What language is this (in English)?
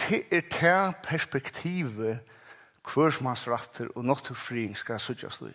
Faroese